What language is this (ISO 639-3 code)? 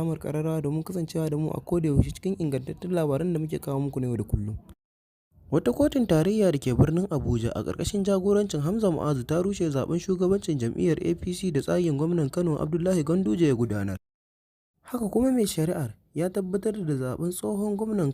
hau